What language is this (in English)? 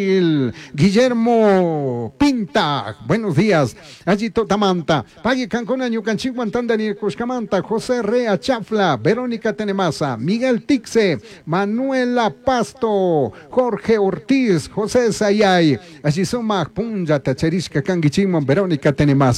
Chimborazo Highland Quichua